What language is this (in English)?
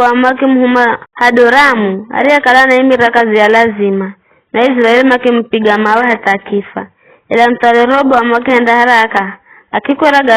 Giryama